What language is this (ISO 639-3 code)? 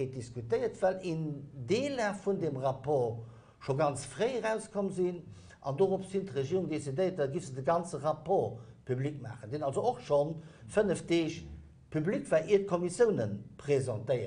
ltz